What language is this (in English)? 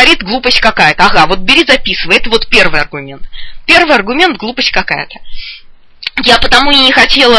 Russian